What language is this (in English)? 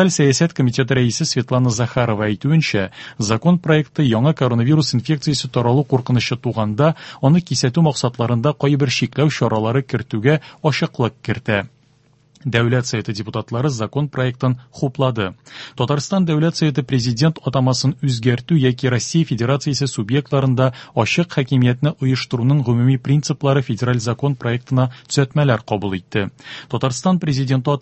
Tatar